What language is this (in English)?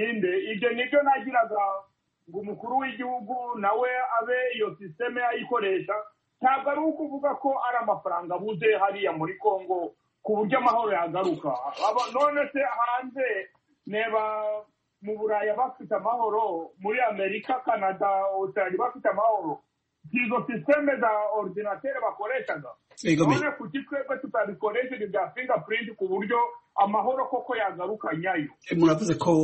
Kinyarwanda